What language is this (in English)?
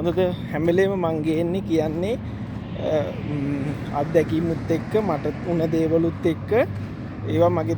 Sinhala